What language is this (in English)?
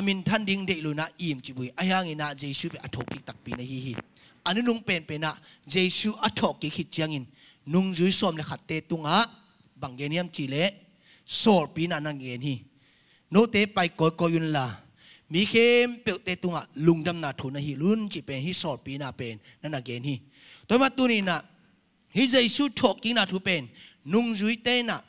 Tedim Chin